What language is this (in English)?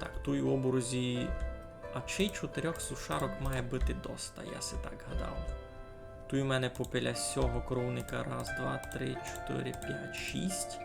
Rusyn